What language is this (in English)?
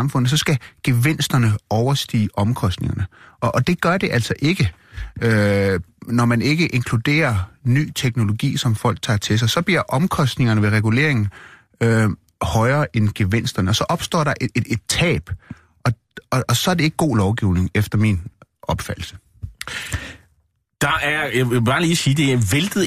Danish